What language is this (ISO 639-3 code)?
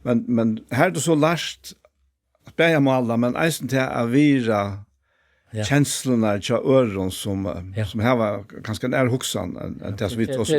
fao